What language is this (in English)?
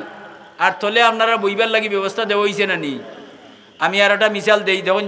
Sylheti